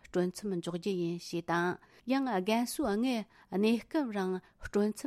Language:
Tibetan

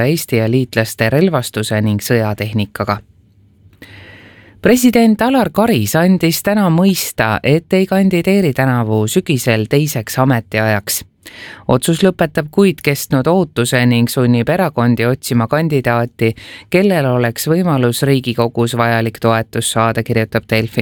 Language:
Estonian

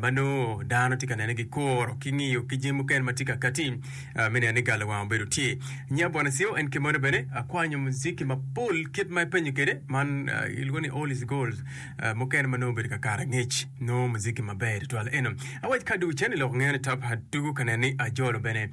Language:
Acoli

